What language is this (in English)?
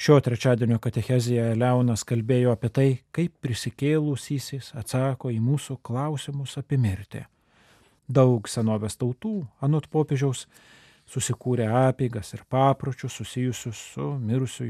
Lithuanian